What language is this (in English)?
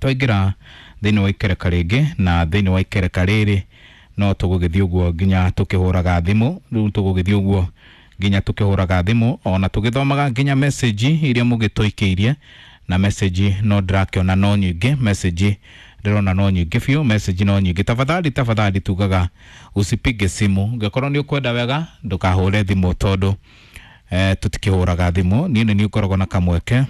Kikuyu